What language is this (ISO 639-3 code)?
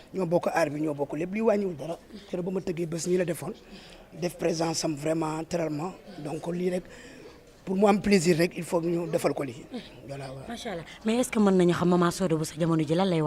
wol